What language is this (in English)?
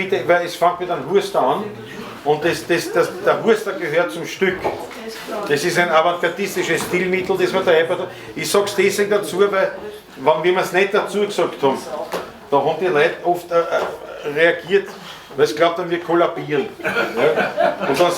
Bavarian